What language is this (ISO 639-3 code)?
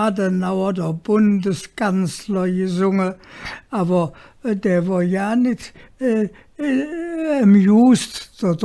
ksh